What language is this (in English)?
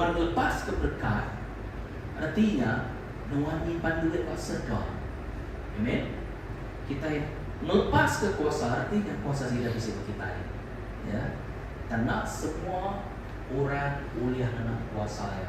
Iban